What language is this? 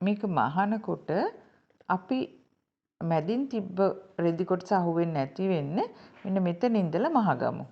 Sinhala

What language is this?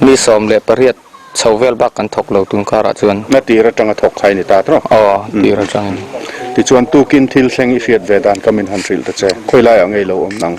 Mizo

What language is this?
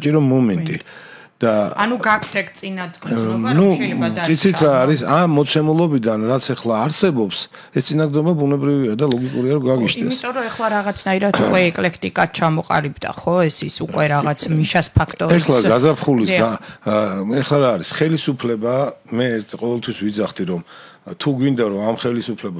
Georgian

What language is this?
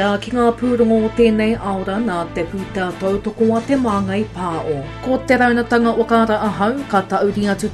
Māori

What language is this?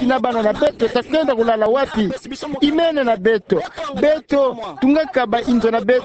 Kituba (Democratic Republic of Congo)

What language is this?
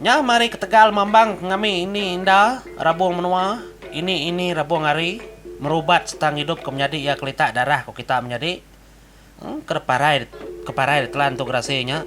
Iban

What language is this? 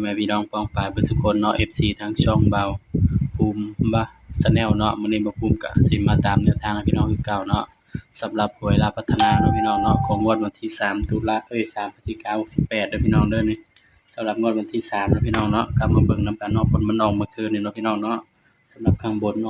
Northeastern Thai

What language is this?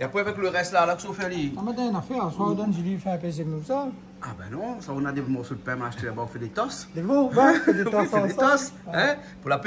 Réunion Creole French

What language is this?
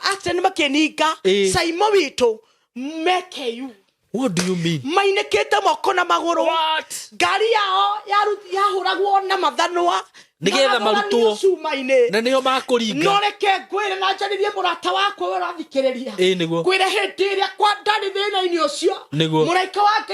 Kikuyu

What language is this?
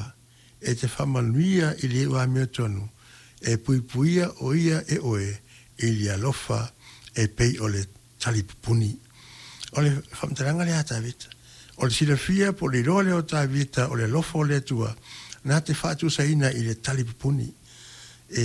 Samoan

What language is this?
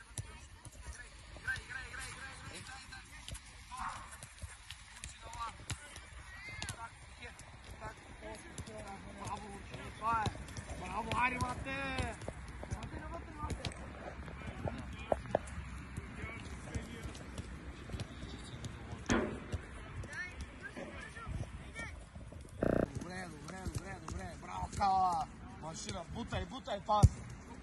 Bulgarian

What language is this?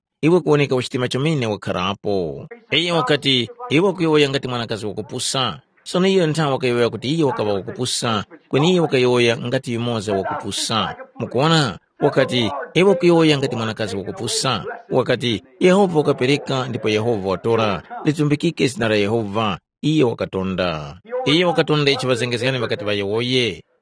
Tumbuka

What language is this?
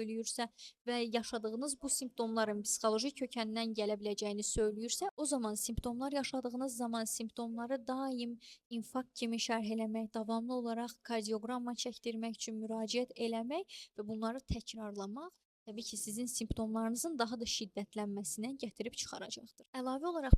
Azerbaijani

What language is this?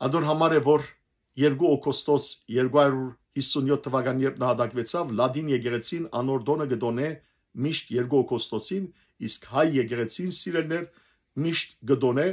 Western Armenian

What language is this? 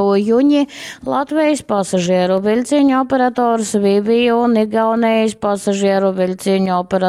Latgalian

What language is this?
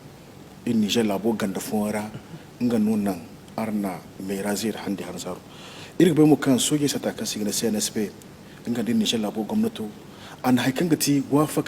Zarma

